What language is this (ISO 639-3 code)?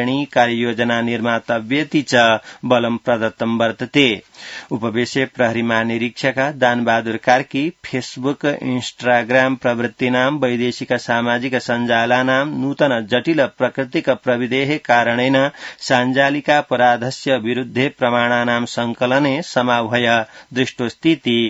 san